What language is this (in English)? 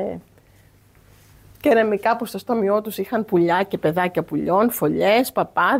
Greek